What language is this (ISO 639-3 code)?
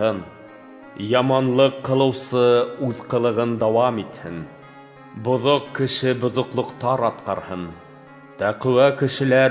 bak